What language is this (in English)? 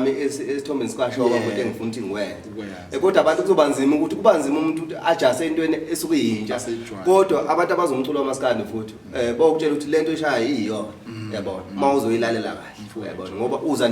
Zulu